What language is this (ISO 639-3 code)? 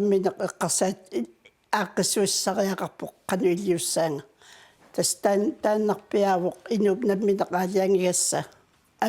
kal